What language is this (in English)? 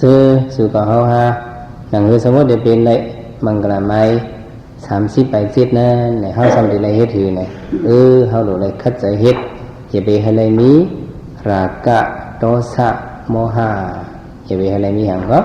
Shan